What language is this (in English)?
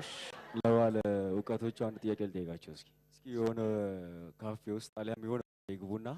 Amharic